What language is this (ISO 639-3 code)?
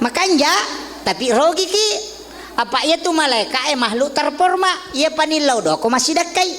bug